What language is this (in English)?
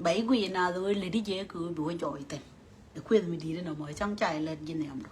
Nuer